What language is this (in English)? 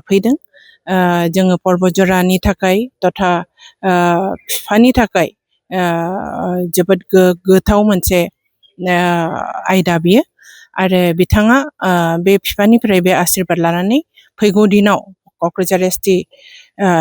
Bodo